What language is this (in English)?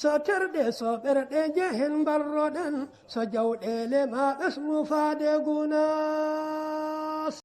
Fula